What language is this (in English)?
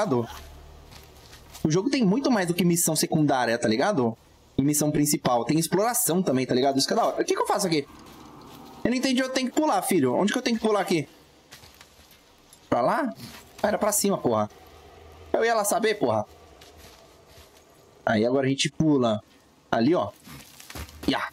Portuguese